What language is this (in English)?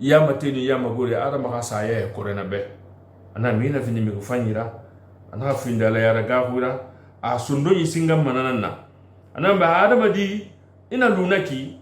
Susu